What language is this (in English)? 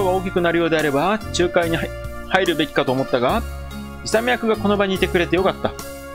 Japanese